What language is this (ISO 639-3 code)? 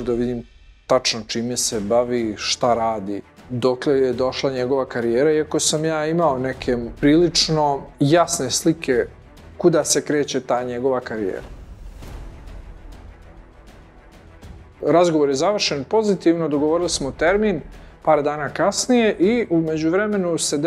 bos